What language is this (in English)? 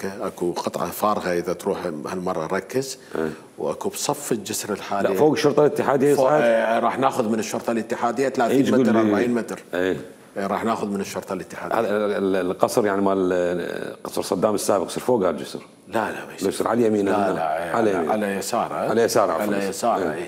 Mesopotamian Arabic